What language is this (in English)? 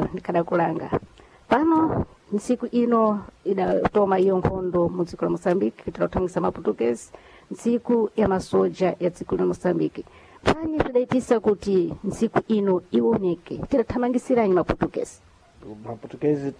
Sena